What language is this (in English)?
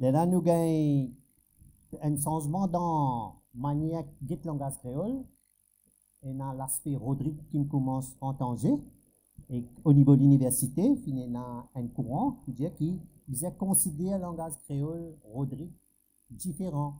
Morisyen